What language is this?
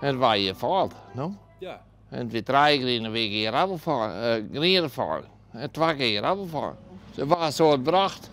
Western Frisian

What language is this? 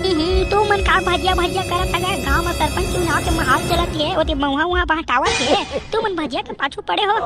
Chhattisgarhi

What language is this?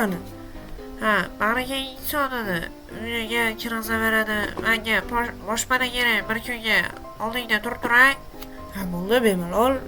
Uzbek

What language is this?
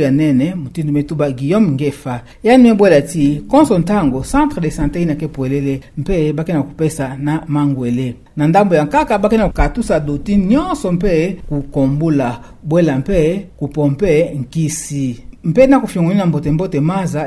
Kituba (Democratic Republic of Congo)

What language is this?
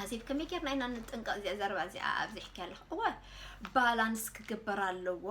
Tigrinya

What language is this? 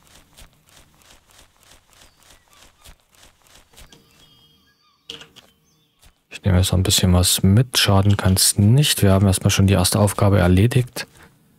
German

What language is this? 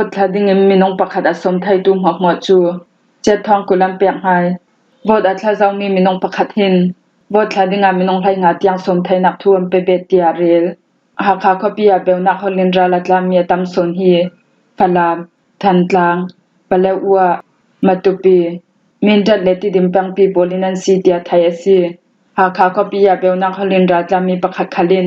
Falam Chin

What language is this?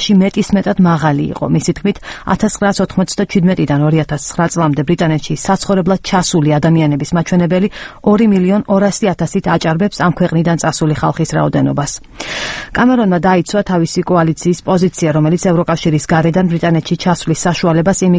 Georgian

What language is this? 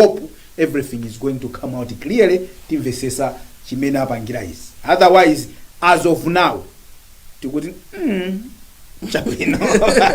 Nyanja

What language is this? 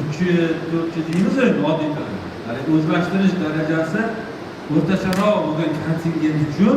Uzbek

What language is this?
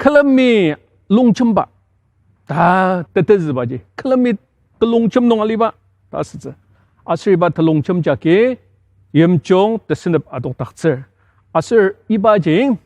Ao Naga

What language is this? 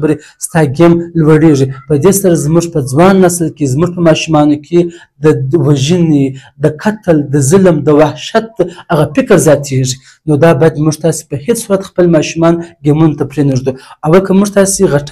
Pashto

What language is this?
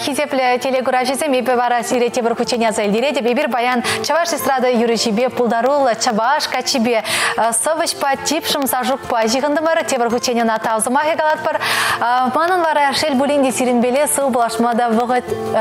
Chuvash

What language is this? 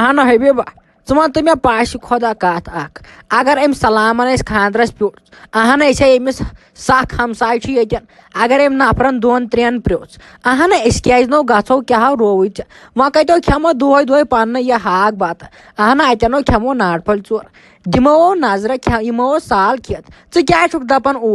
Kashmiri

